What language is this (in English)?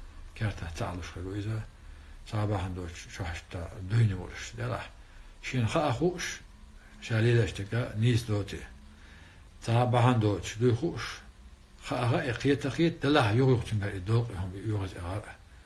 Chechen